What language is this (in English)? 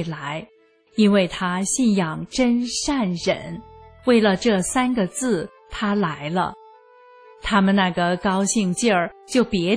Chinese